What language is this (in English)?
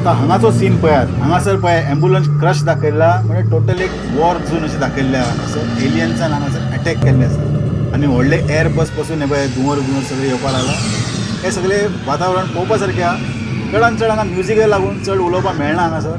Konkani